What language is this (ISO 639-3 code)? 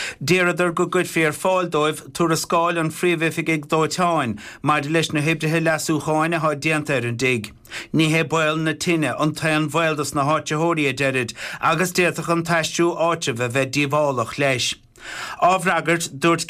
gle